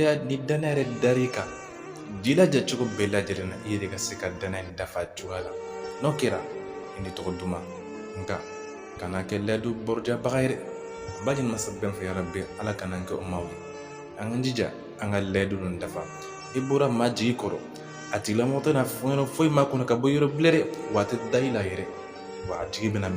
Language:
Bambara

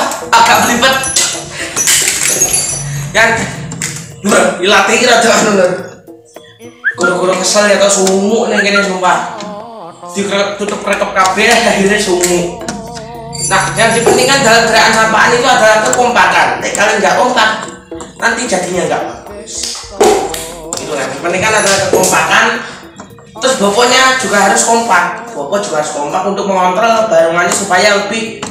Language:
Indonesian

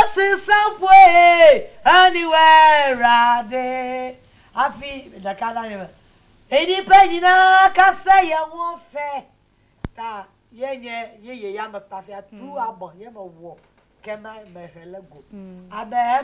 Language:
Ewe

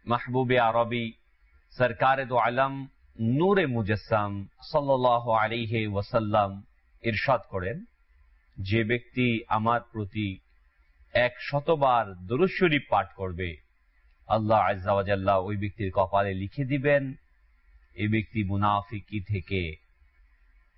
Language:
Bangla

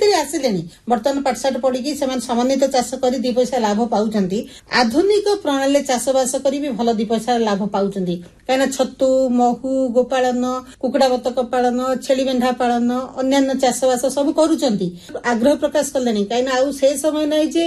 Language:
Odia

